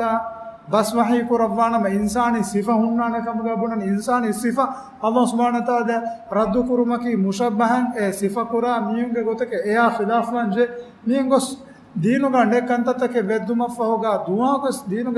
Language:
Divehi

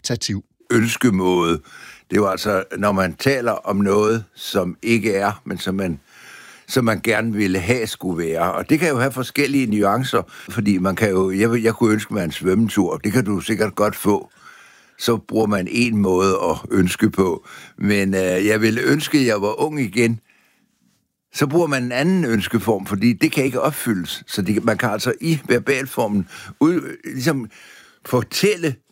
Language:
Danish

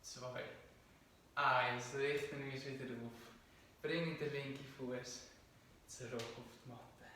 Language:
Swiss German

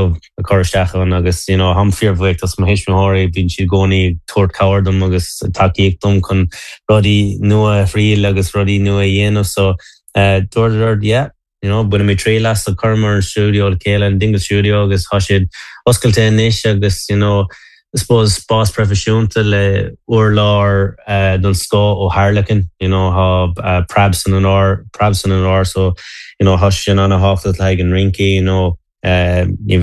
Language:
Irish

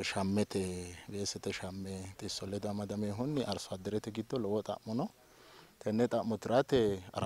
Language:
Sidamo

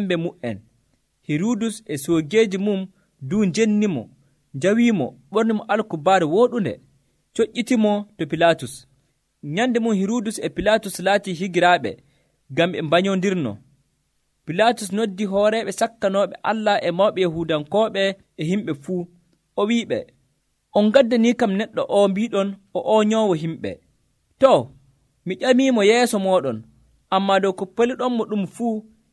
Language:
Nigerian Fulfulde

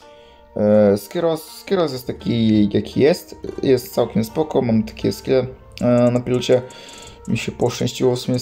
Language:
Polish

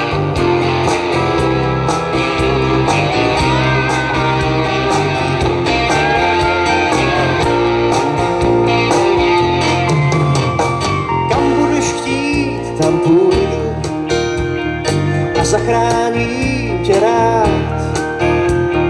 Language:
Czech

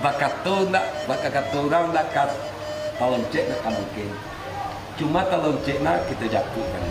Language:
Minangkabau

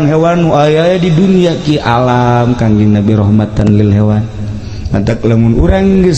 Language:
Sundanese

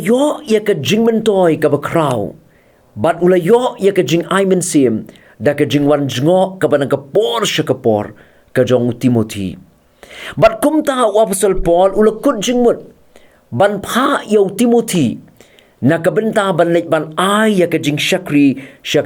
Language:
Khasi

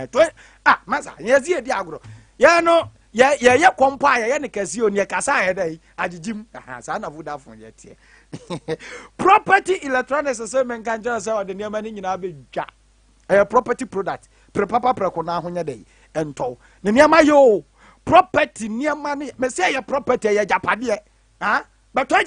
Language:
Akan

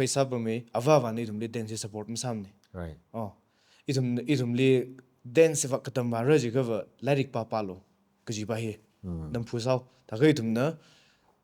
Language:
Tangkhul Naga (India)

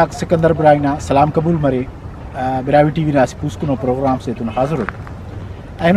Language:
Brahui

